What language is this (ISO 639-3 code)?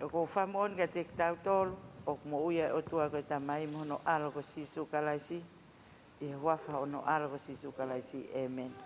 ton